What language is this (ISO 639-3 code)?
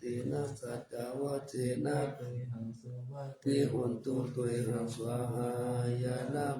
pli